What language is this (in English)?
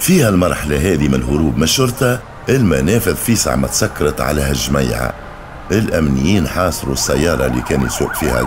Tunisian Arabic